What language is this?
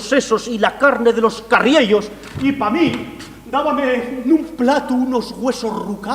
Asturian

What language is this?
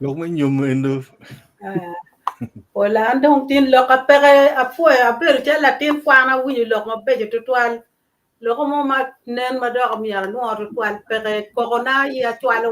Acoli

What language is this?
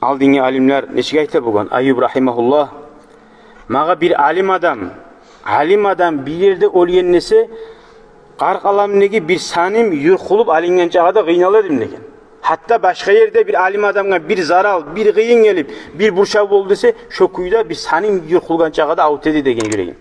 Kumyk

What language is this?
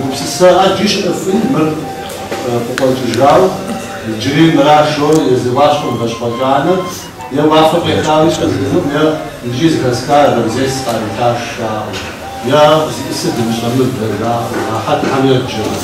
Kabardian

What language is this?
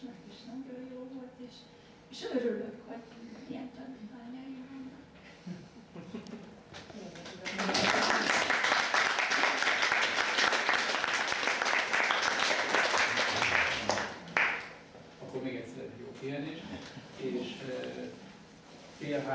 Hungarian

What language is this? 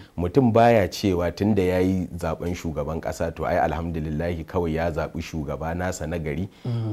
Hausa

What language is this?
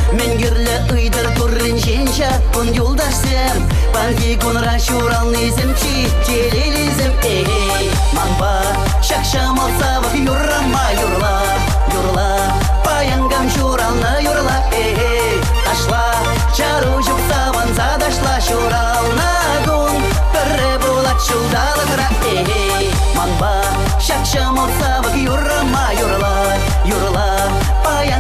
Chuvash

